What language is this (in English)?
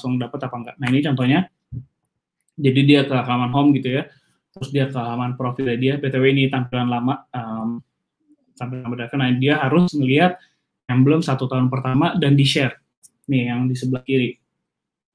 Indonesian